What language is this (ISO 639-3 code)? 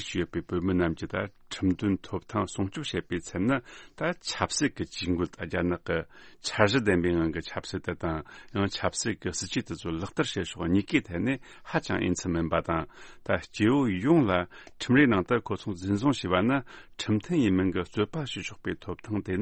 bod